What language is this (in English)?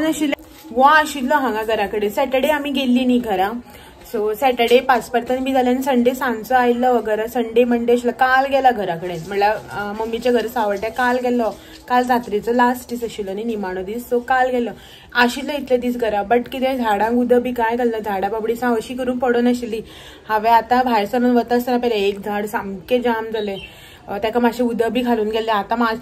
Konkani